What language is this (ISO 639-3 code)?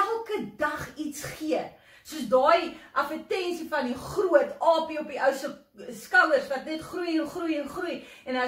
afr